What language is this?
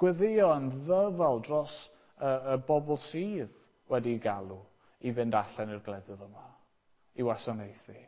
Welsh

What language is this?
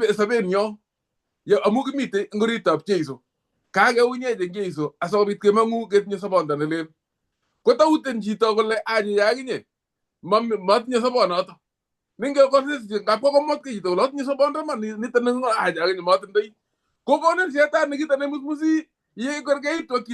Kalenjin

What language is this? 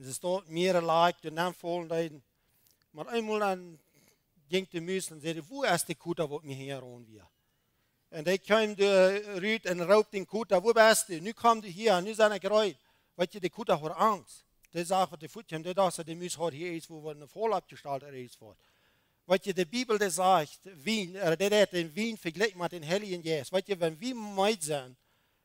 Plautdietsch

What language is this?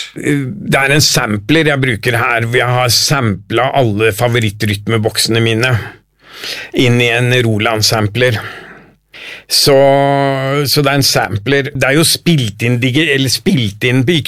Norwegian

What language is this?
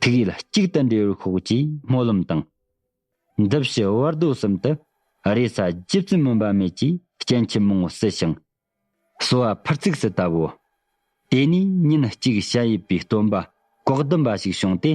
Tibetan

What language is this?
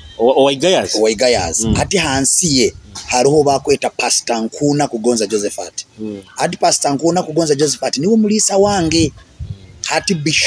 Nyoro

